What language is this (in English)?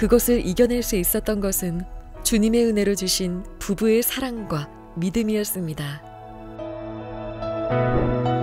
Korean